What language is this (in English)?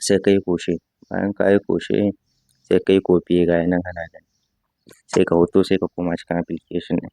Hausa